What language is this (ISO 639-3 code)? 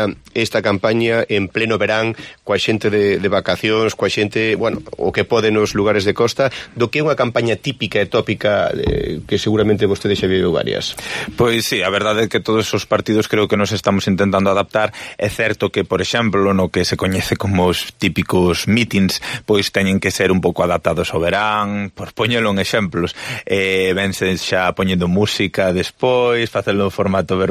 glg